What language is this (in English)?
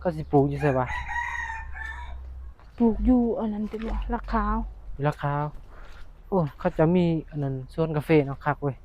Northeastern Thai